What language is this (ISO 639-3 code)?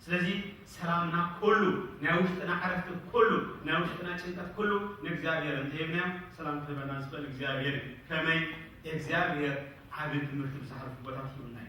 tir